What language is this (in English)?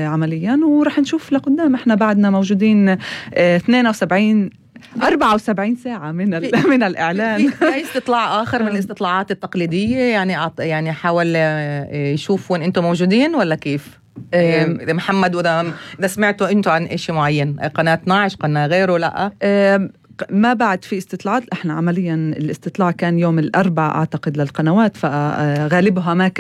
North Levantine Arabic